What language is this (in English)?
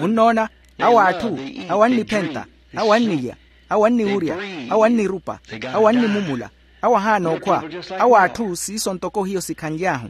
Makhuwa